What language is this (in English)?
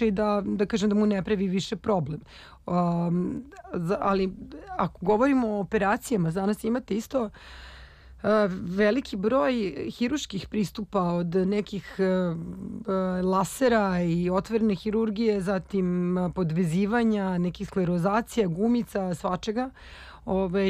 Serbian